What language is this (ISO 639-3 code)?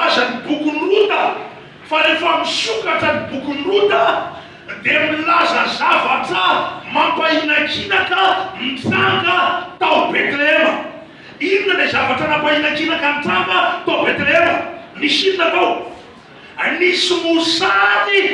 mlg